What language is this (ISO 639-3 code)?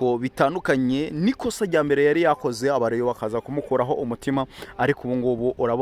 kin